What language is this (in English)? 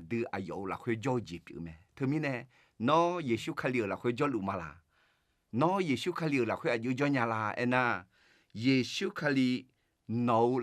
Akha